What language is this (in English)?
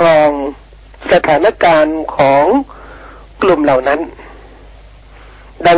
Thai